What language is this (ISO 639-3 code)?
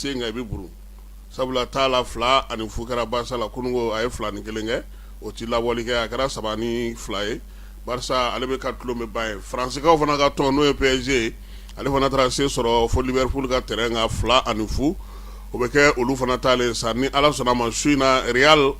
bam